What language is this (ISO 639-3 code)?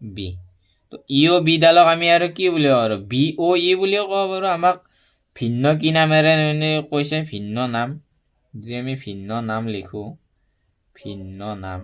asm